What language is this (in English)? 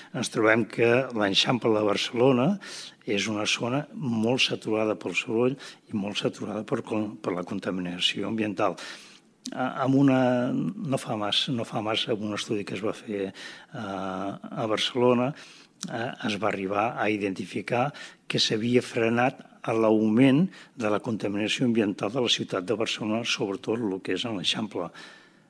Catalan